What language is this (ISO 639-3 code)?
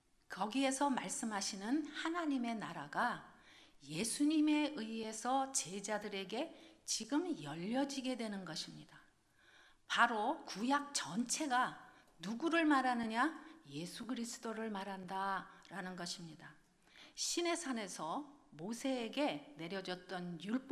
kor